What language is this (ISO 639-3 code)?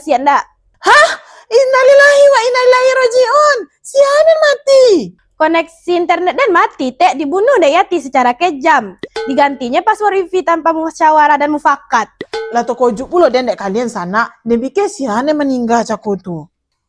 min